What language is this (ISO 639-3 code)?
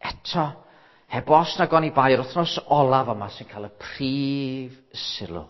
cym